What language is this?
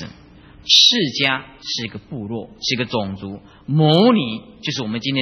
Chinese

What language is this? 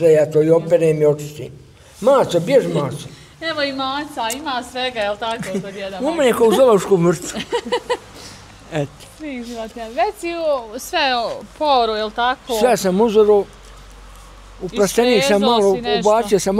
Bosnian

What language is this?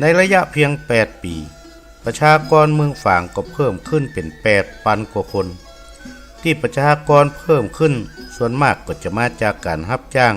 Northern Thai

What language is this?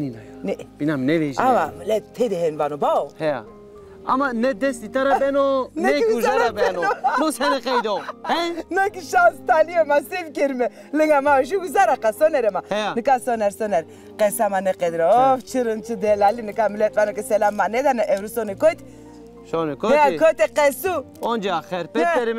Zaza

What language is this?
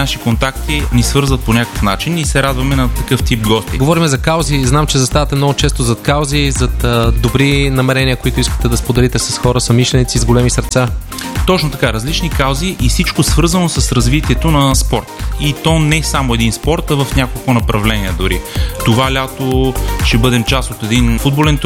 Bulgarian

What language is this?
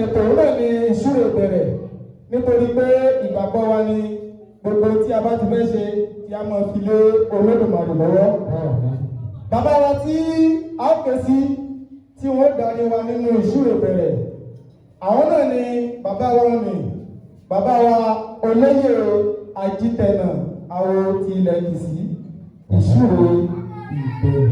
Yoruba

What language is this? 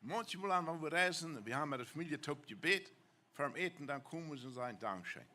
Plautdietsch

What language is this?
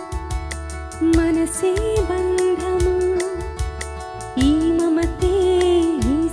Telugu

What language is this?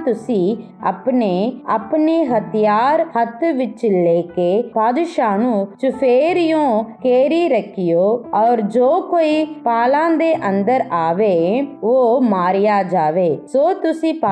Punjabi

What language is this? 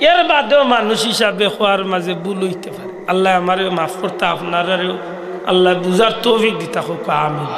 Sylheti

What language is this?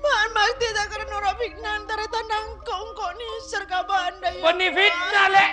Madurese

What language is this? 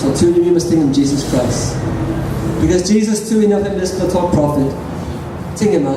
Tok Pisin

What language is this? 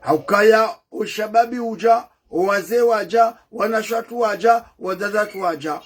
Ngazidja Comorian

